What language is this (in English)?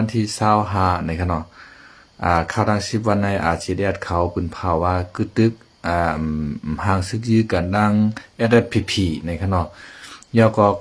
Shan